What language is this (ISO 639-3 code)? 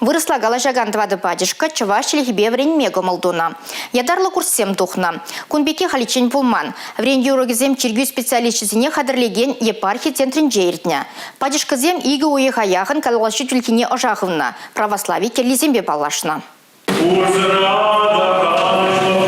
chv